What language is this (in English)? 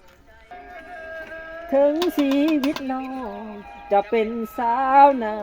Lao